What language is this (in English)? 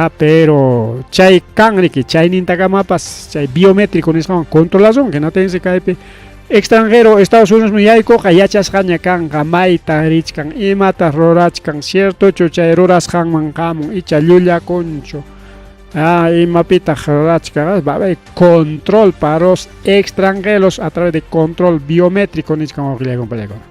Ayacucho Quechua